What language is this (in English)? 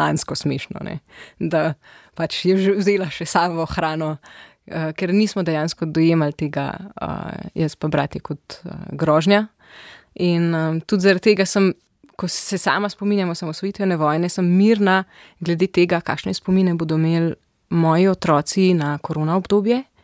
Slovenian